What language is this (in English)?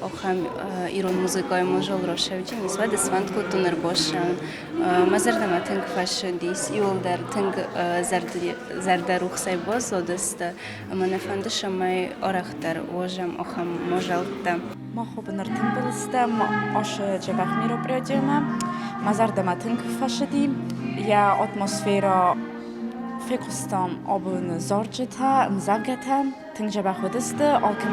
Ossetic